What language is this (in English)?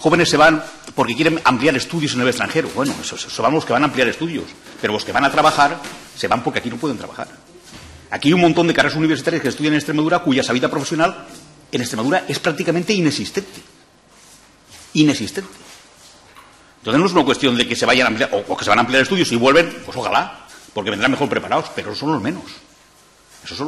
Spanish